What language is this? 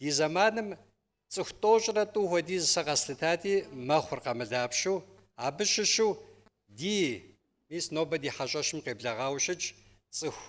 Kabardian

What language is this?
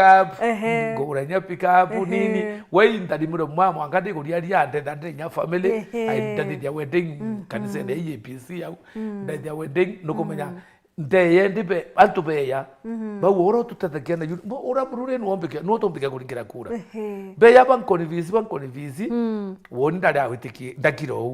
Meru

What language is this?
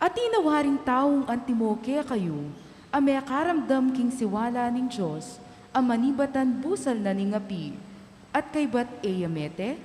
Pampanga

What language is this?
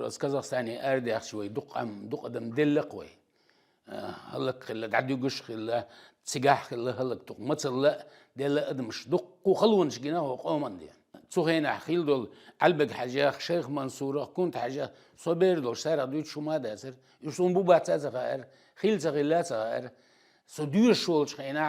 Chechen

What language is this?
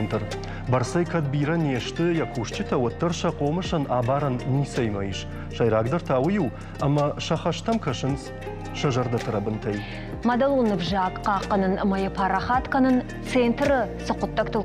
Ossetic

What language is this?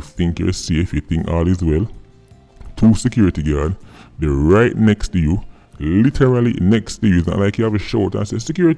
Jamaican Creole English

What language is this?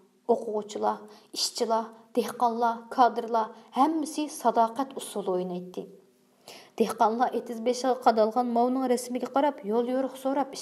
Uyghur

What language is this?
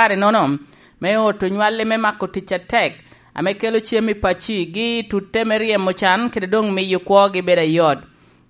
Lango (Uganda)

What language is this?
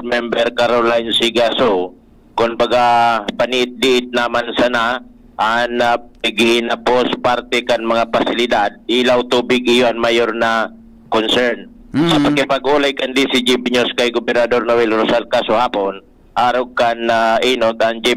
Bikol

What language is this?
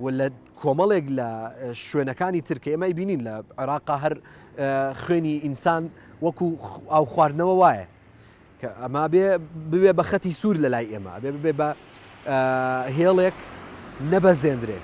Central Kurdish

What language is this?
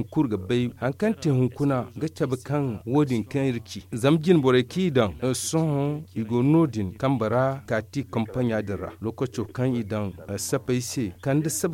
Zarma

